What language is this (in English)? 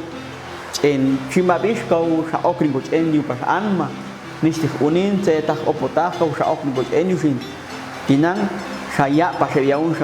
Popti'